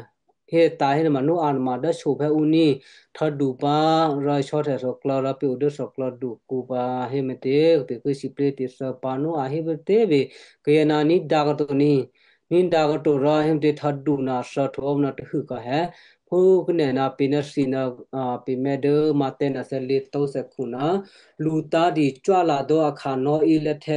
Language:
Western Kayah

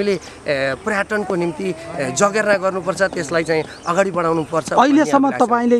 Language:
Nepali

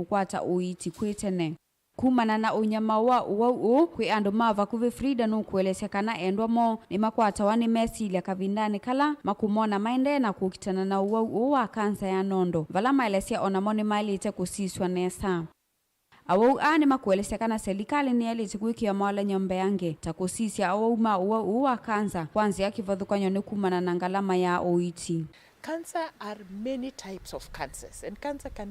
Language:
Kamba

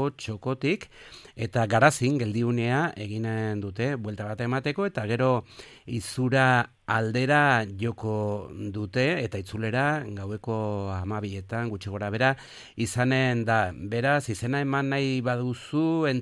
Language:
Basque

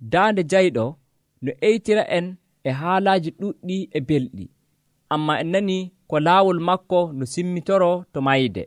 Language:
Nigerian Fulfulde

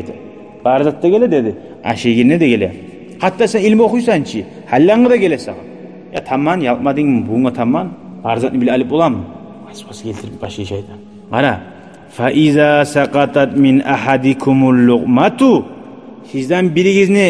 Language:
Kumyk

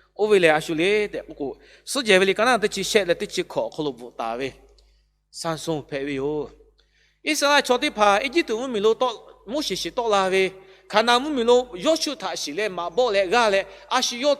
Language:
Lahu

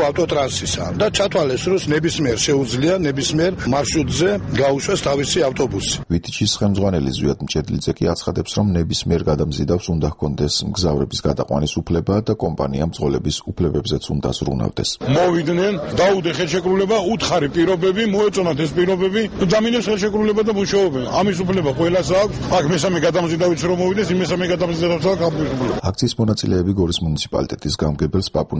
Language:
Georgian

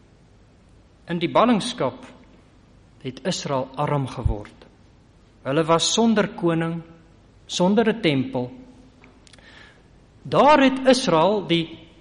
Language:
Afrikaans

